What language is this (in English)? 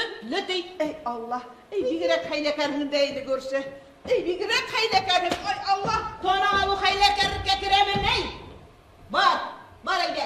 Bashkir